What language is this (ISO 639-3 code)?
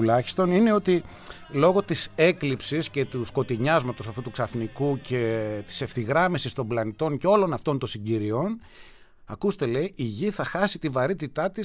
ell